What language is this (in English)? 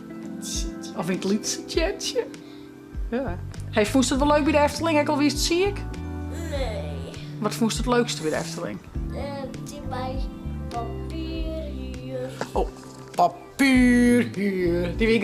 Western Frisian